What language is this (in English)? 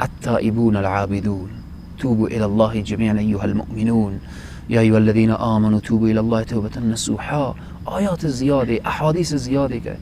Persian